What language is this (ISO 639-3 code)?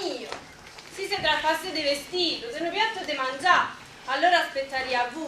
nap